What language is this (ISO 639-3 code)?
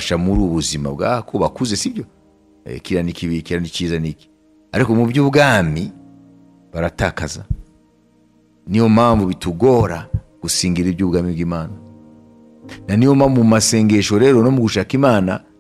kin